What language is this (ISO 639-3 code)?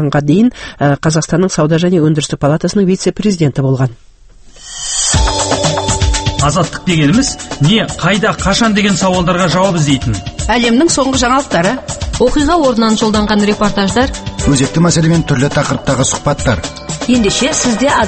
kaz